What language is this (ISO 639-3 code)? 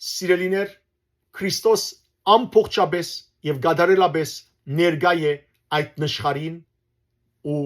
hyw